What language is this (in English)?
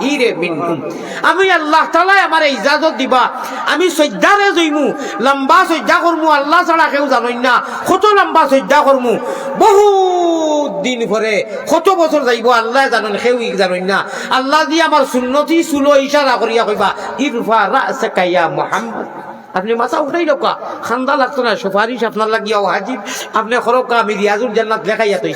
Sylheti